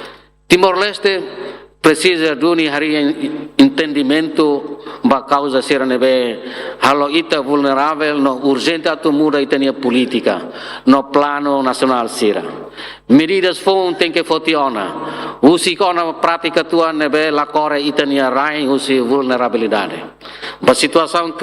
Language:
Tetum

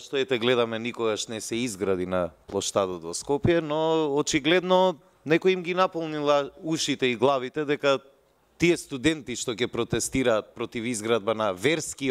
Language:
Macedonian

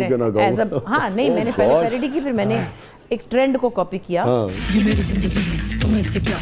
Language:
Urdu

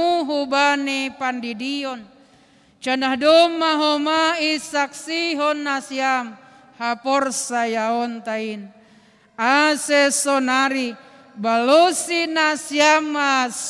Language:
Batak Simalungun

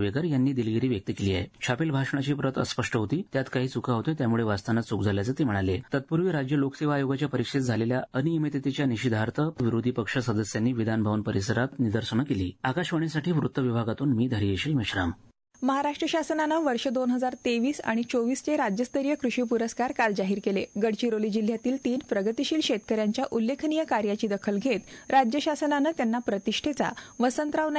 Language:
Marathi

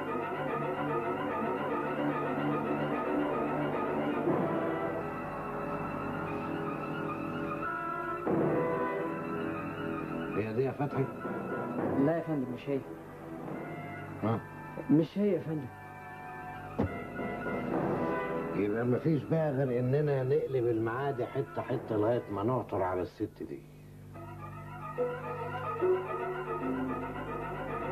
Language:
Egyptian Arabic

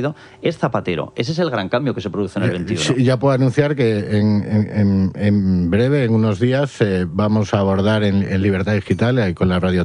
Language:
Spanish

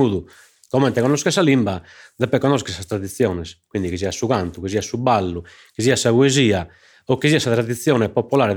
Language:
Sardinian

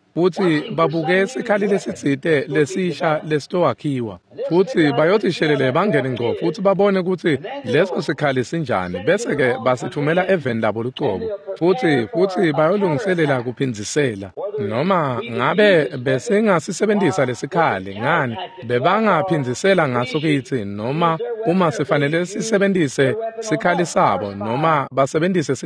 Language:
Swati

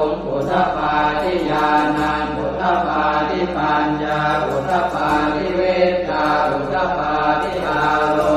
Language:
Pali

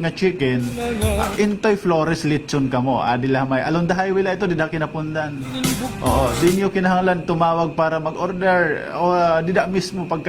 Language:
Waray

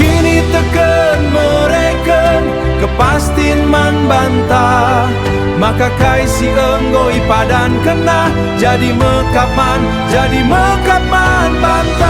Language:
Batak Karo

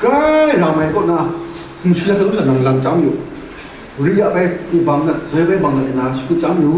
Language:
Kachin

